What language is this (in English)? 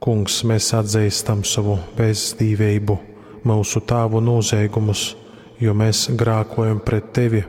Latgalian